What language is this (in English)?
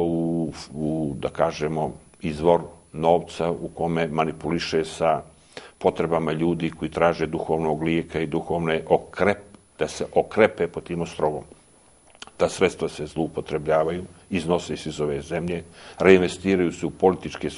Serbian